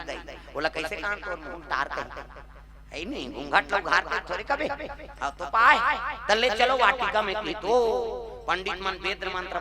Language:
Chhattisgarhi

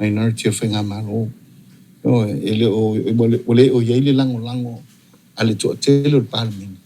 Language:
Samoan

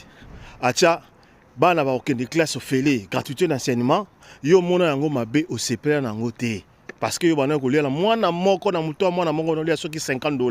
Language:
Lingala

